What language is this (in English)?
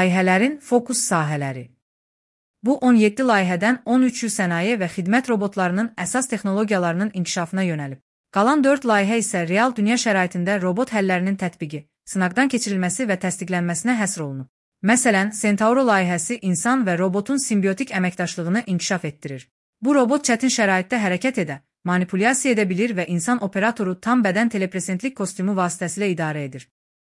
Azerbaijani